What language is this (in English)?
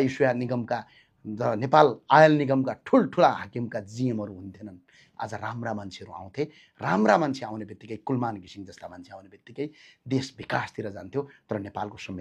Nepali